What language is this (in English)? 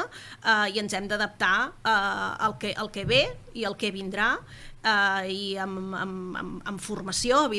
Catalan